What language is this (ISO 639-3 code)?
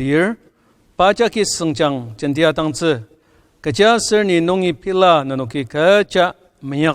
njo